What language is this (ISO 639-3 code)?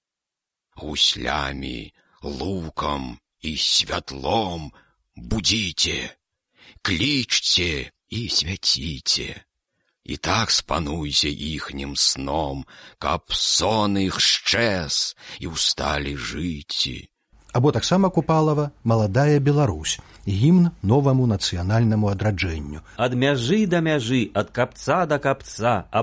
bel